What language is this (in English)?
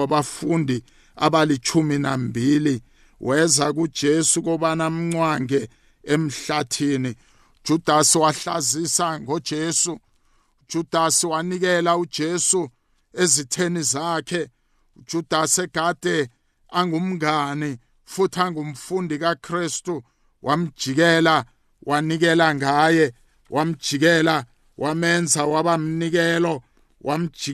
South Ndebele